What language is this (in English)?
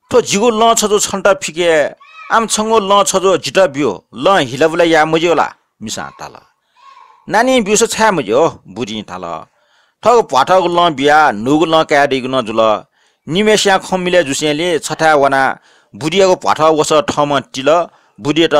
Newari